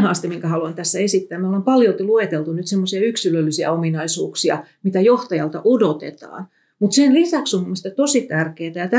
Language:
Finnish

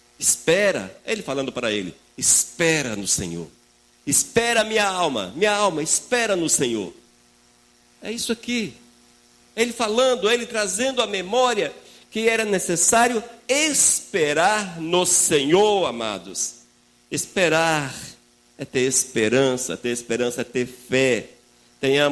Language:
Portuguese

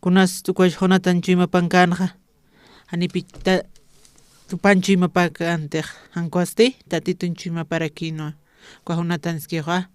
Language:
Aymara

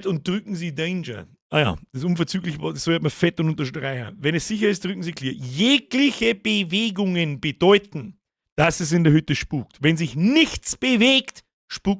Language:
Bavarian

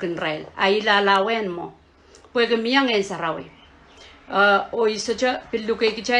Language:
Pohnpeian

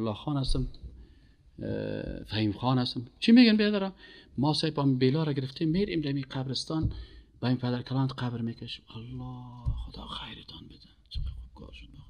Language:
Persian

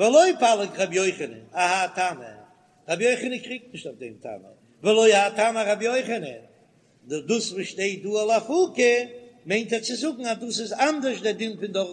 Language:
Yiddish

